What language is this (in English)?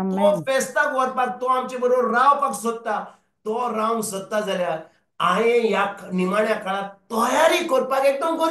Konkani